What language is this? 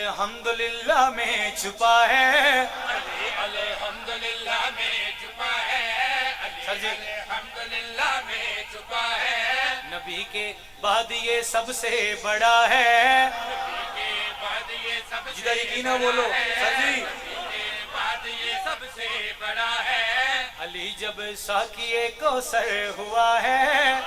Pahari-Potwari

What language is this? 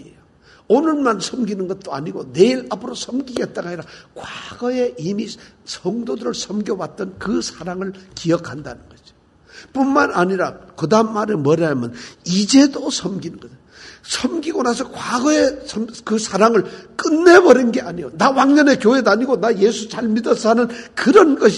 Korean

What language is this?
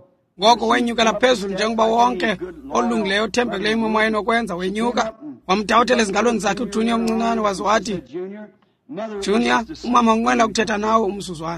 Xhosa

